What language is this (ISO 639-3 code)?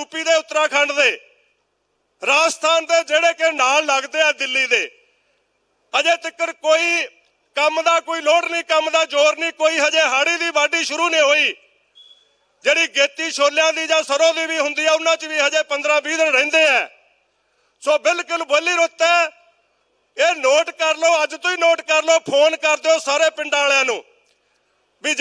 pan